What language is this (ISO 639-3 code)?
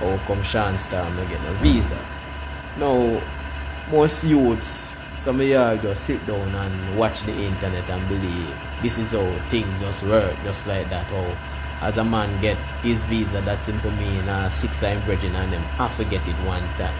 jam